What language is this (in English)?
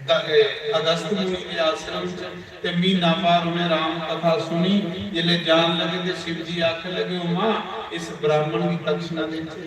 Dogri